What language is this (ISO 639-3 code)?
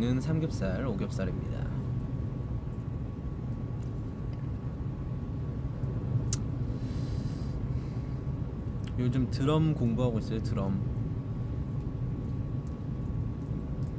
kor